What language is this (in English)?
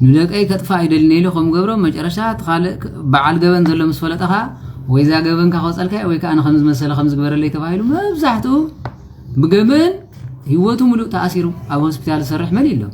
Tigrinya